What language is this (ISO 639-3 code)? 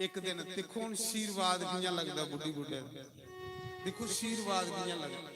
doi